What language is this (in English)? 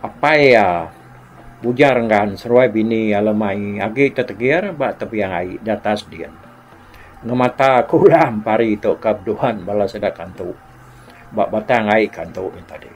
Iban